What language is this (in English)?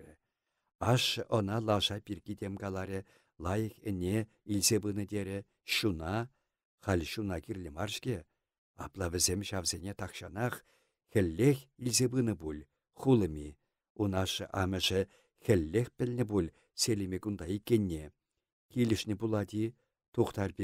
Chuvash